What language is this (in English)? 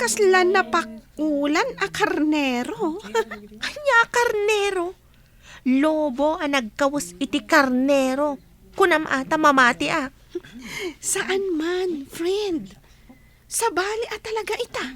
Iloko